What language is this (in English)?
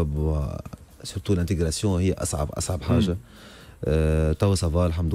Tunisian Arabic